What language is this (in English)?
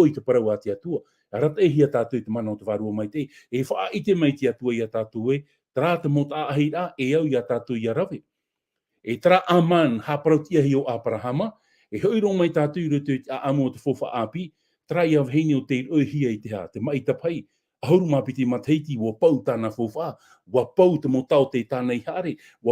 Tahitian